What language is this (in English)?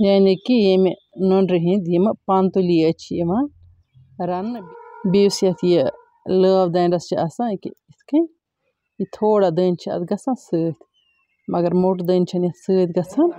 Kashmiri